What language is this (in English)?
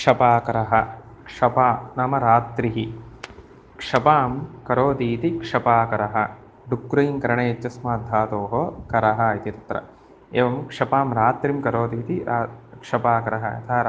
Sanskrit